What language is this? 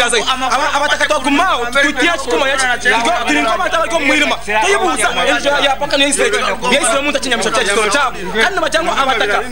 Nyankole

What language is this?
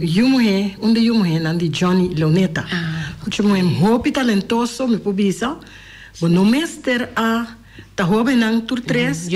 Papiamento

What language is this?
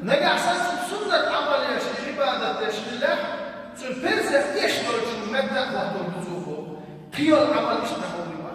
Chechen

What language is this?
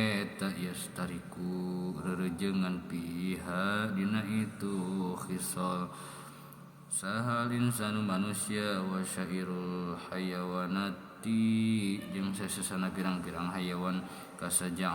Sundanese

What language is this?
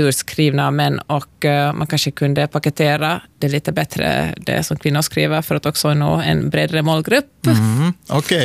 Swedish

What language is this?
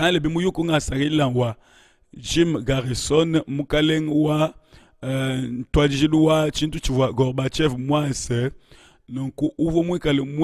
Luba-Lulua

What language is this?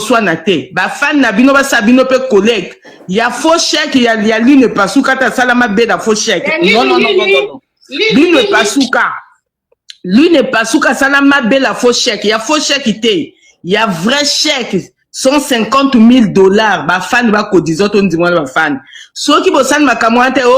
Lingala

